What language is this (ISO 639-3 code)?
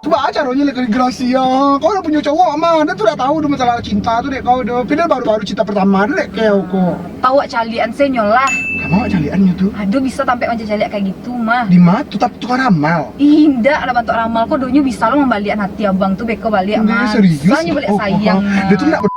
min